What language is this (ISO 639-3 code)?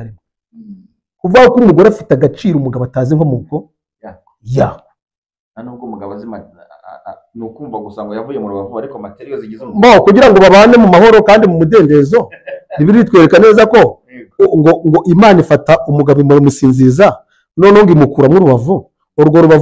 kin